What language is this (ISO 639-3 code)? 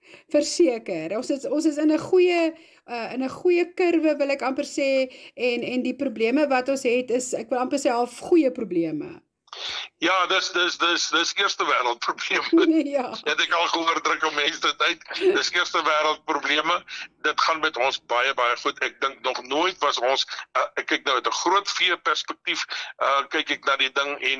afr